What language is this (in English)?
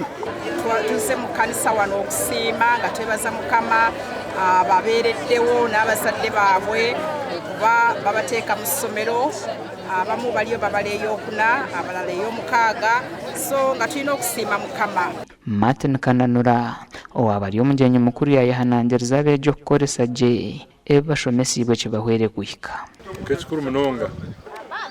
Nyankole